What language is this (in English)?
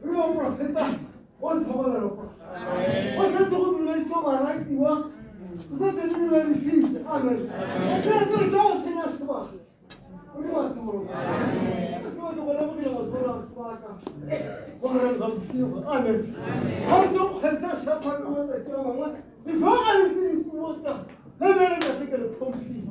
Tswana